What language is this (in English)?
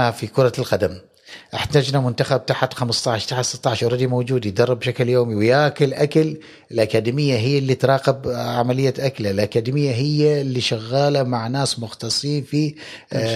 Gulf Arabic